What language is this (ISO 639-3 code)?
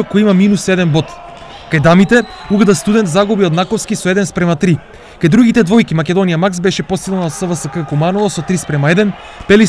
mkd